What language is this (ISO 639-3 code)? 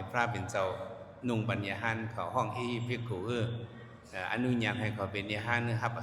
shn